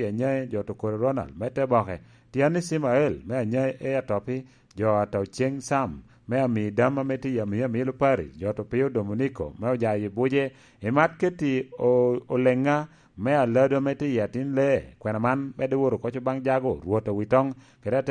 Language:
Lango (Uganda)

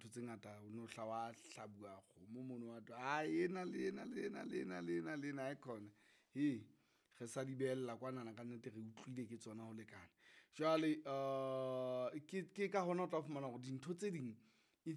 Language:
Southern Sotho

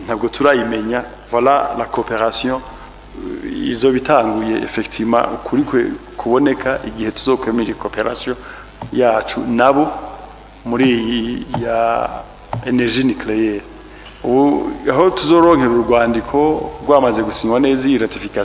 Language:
Rundi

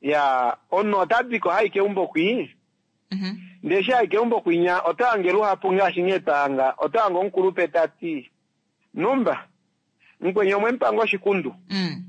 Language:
Kuanyama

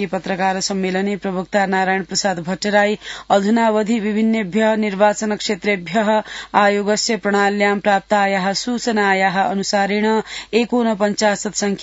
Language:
Sanskrit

